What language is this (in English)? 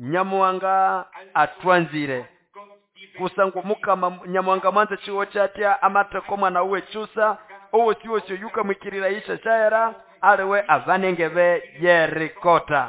Nande